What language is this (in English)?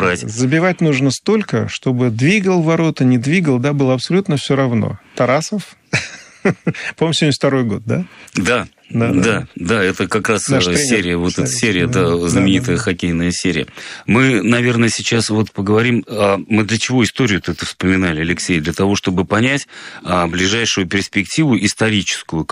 Russian